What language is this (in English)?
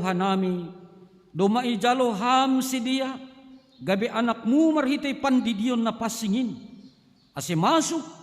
Batak Simalungun